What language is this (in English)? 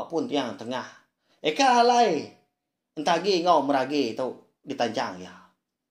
Iban